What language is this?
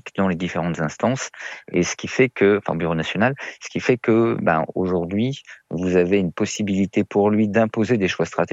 French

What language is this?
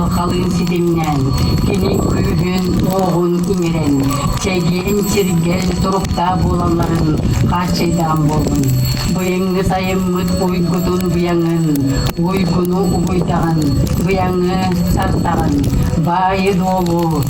Yakut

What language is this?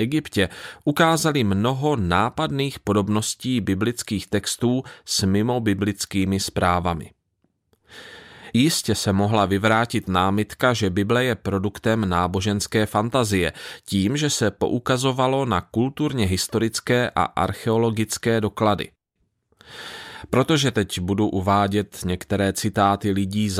Czech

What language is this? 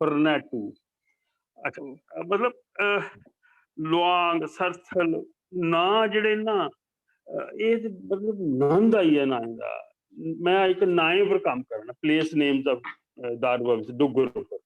Dogri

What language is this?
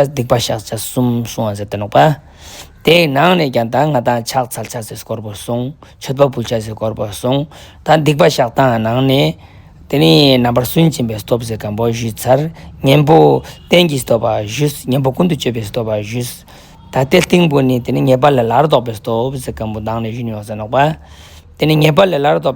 Ladakhi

